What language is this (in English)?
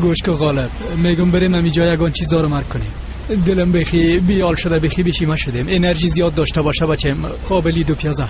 Persian